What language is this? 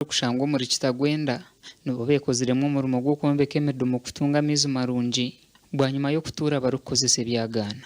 Nyankole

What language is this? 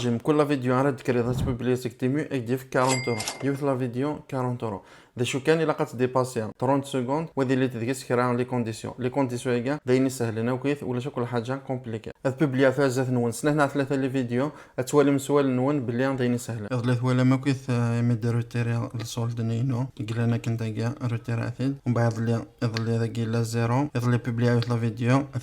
Kabyle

